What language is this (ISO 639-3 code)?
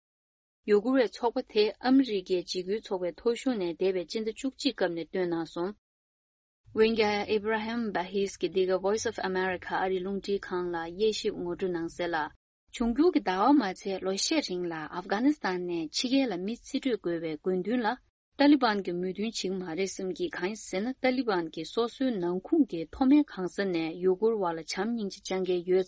bod